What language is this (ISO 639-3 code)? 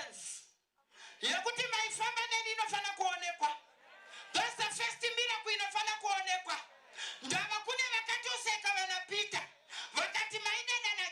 sna